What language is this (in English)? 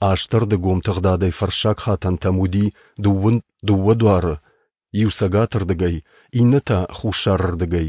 Ossetic